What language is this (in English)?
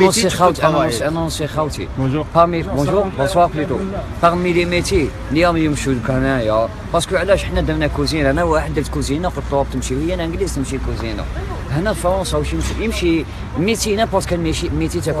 Algerian Arabic